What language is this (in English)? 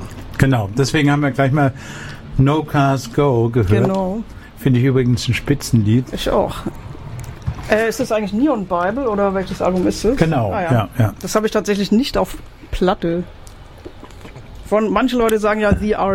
German